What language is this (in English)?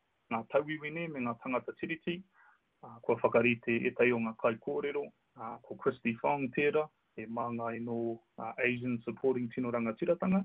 Māori